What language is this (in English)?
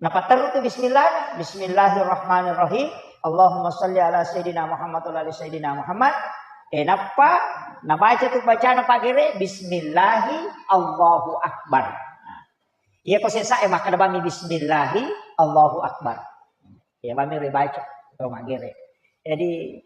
Buginese